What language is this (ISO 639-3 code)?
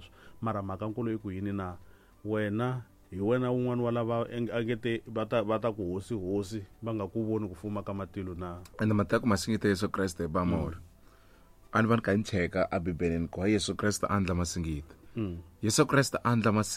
tso